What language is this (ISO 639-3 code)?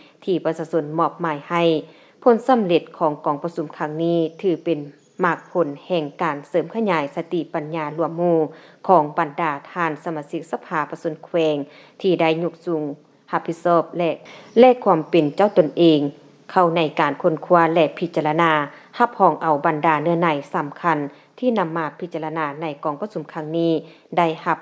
lao